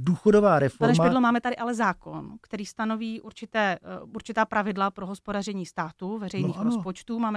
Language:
Czech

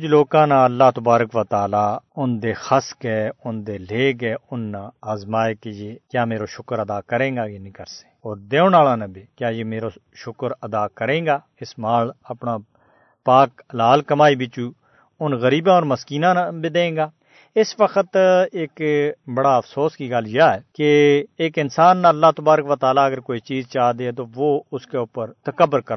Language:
Gujari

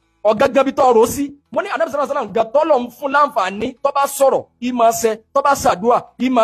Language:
Yoruba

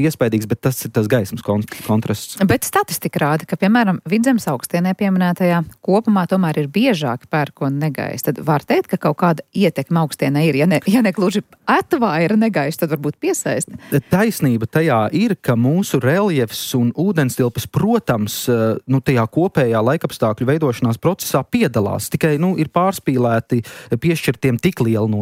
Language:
Latvian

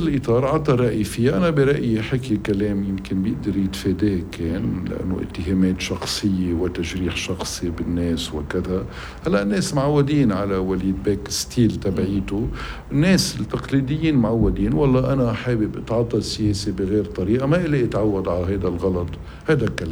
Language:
North Levantine Arabic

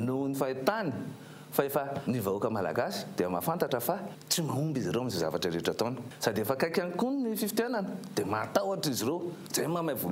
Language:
Malagasy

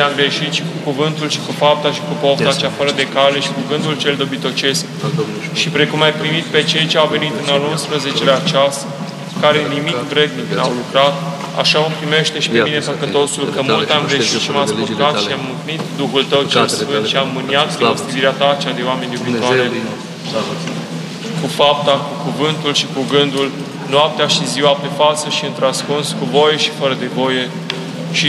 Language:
Romanian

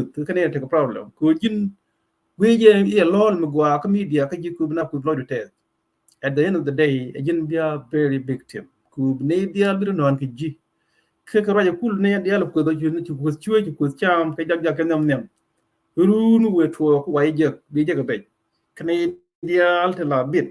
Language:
Nuer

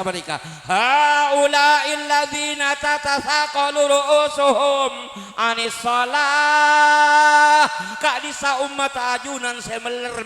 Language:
Madurese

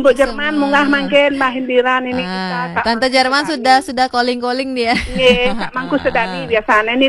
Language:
Balinese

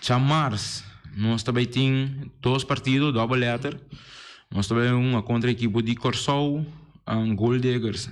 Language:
Papiamento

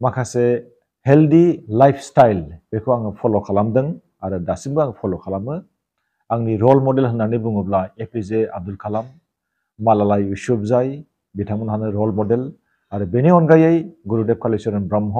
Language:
Bodo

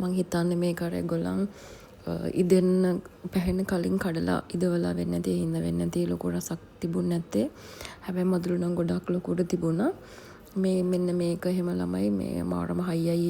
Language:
Sinhala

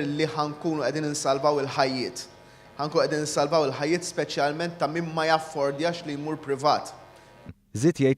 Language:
Maltese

